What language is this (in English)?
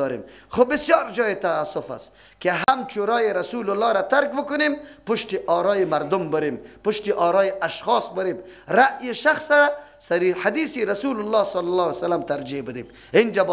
Persian